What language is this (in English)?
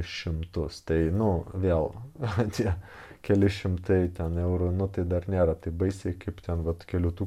Lithuanian